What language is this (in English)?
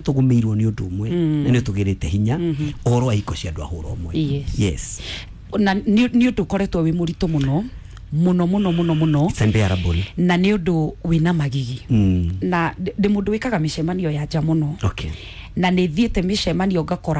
Kikuyu